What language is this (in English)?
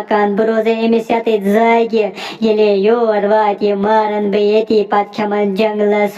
Kashmiri